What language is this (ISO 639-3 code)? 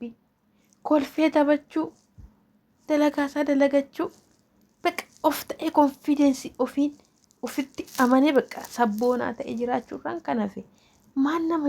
orm